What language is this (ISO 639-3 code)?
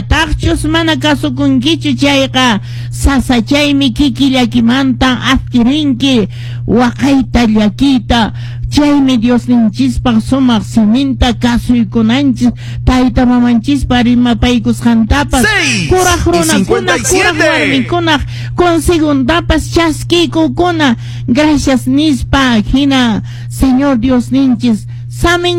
que